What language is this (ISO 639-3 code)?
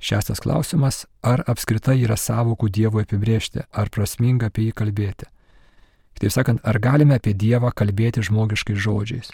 lit